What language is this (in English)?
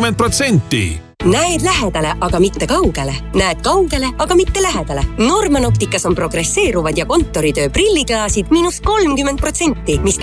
Estonian